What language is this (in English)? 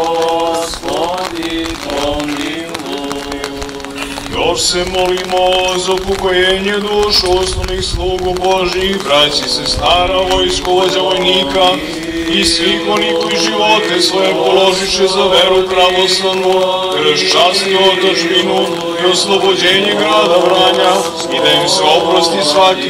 Serbian